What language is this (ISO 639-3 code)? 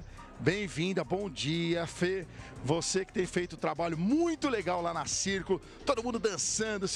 por